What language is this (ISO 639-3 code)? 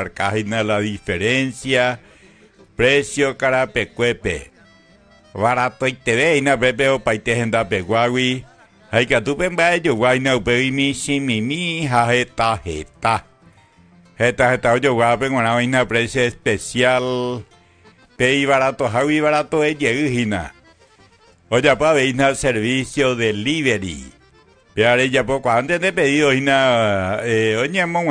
grn